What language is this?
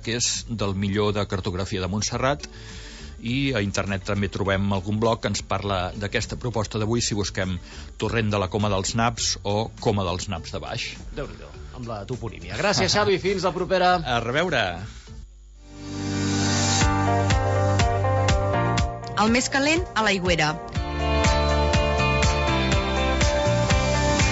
Catalan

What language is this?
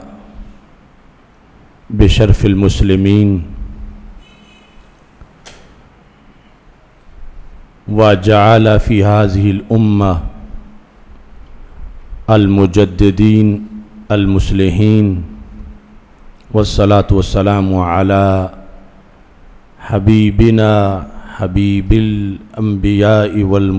Urdu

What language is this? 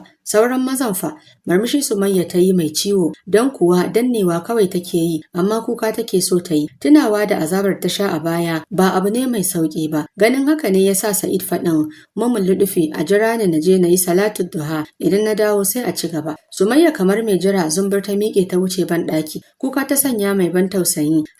Hausa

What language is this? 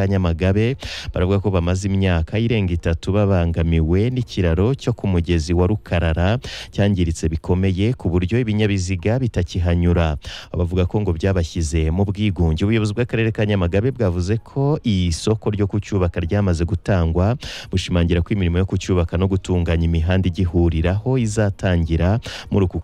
Kinyarwanda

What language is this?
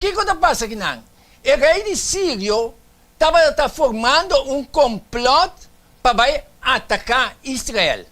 Papiamento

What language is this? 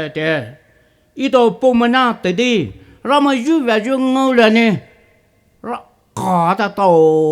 Poumei Naga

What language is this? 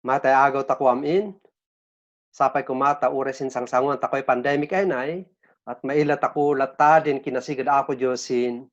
Kankanaey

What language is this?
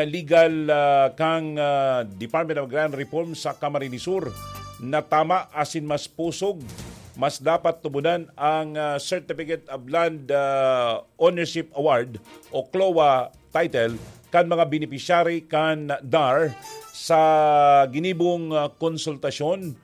Bikol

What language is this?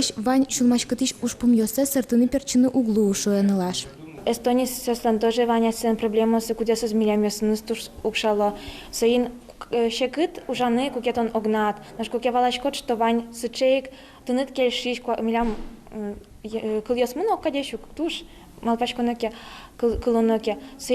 Udmurt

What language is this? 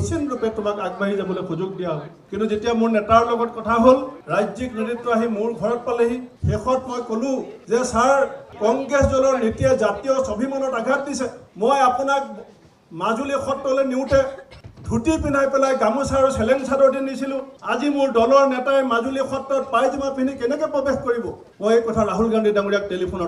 Assamese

